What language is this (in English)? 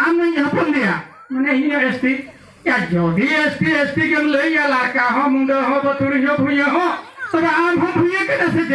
Santali